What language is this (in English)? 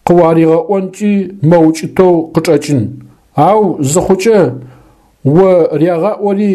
Adyghe